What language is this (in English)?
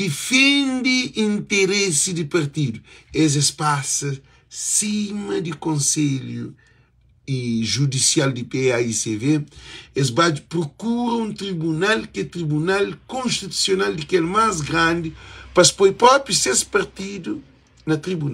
Kabuverdianu